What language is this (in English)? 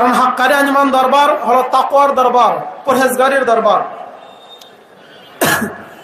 Bangla